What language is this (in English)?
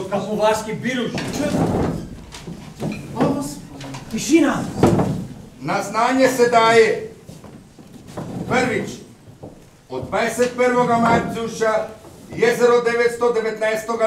Croatian